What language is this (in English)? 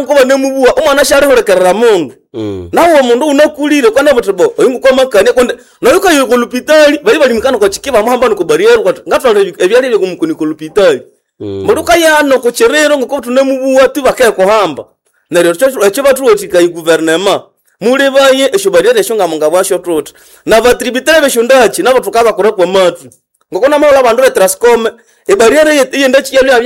Nande